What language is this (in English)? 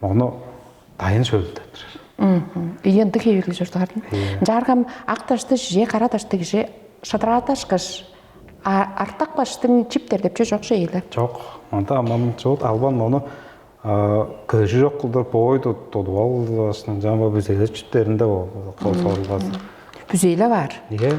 Tuvinian